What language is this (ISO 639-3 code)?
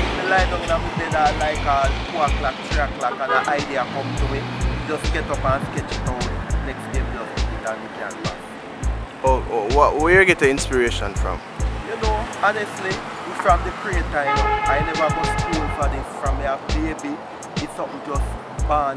jam